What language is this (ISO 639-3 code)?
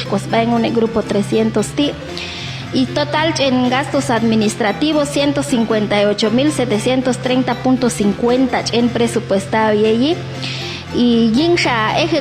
jac